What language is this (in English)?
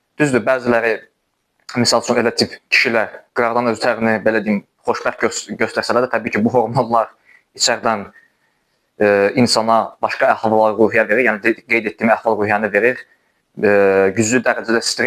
Azerbaijani